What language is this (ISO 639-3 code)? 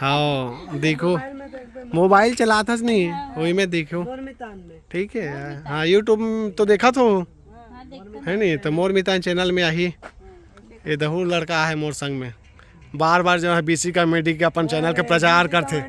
hne